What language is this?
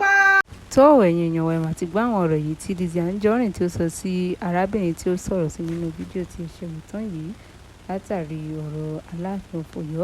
Yoruba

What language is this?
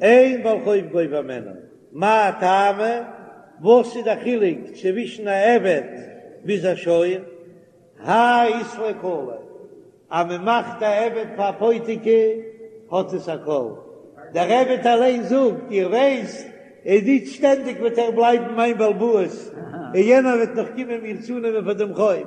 Yiddish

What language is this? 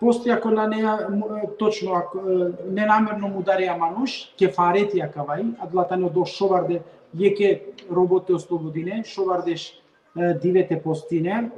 Balkan Romani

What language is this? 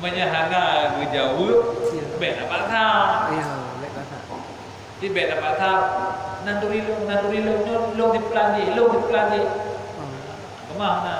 Achinese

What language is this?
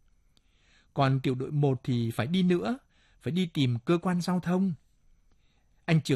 Vietnamese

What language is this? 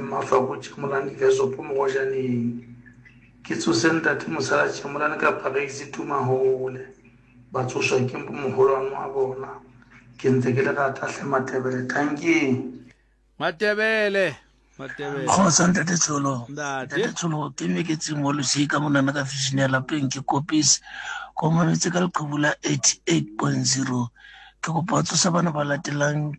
Southern Sotho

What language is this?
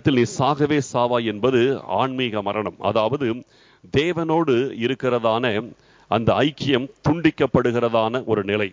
Tamil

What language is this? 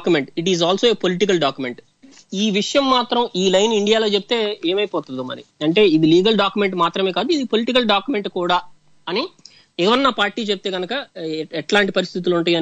Telugu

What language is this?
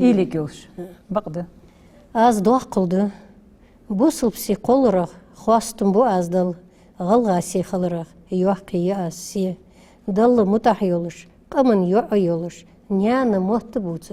Ingush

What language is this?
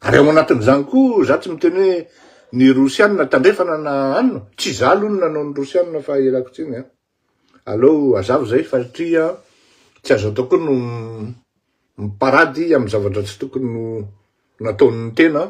Malagasy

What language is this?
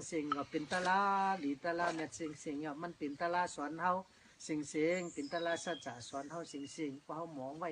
Shan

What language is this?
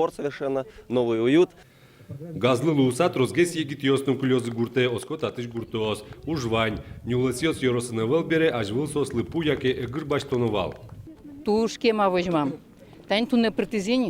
Udmurt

